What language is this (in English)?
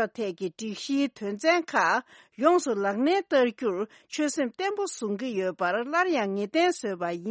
Tibetan